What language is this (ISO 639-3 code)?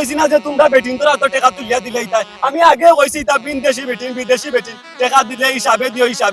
syl